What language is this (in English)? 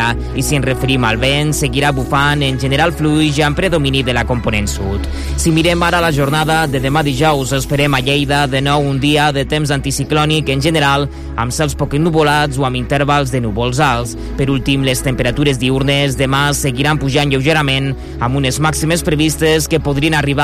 Catalan